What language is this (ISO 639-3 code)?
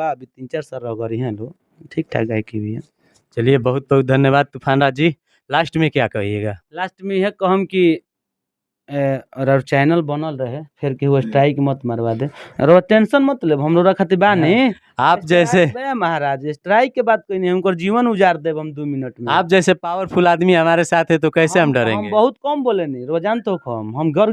bho